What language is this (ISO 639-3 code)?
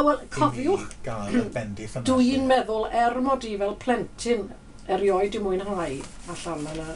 cym